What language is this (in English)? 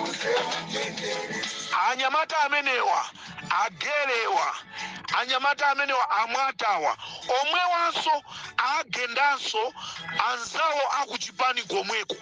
Nyanja